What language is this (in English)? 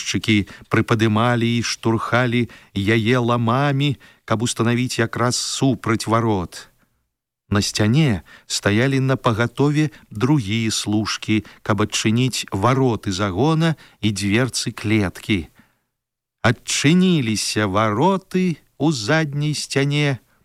Belarusian